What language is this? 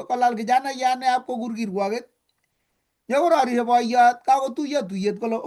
Kalenjin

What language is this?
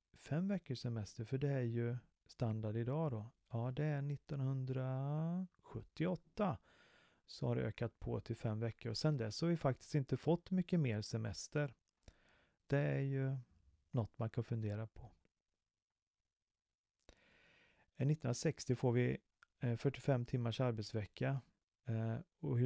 Swedish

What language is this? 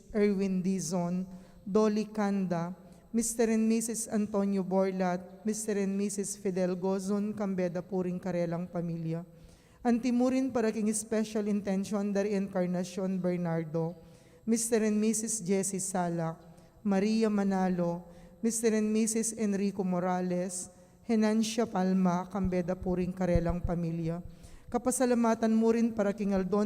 Pampanga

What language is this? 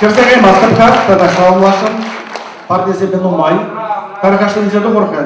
Chuvash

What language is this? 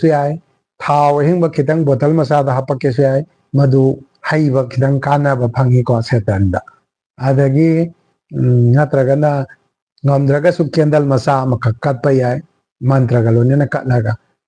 Manipuri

